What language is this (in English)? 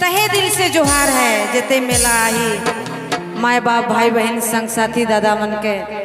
Sadri